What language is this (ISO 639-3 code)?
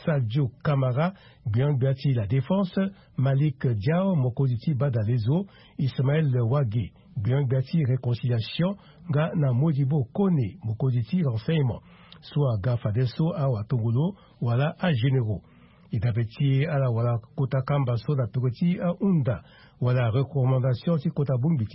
sag